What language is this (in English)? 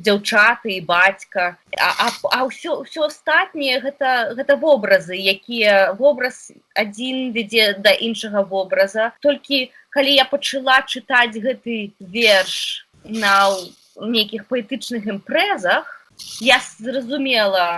Belarusian